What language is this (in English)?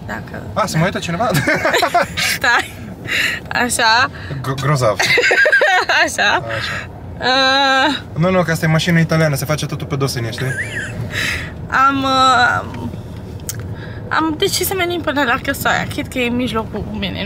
Romanian